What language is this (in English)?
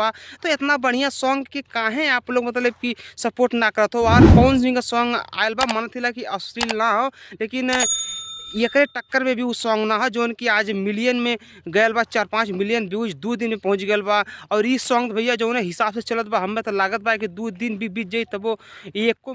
Bhojpuri